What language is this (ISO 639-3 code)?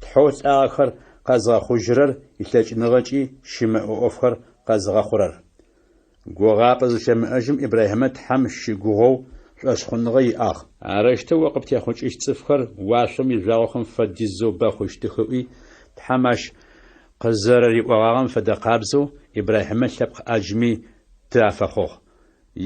ady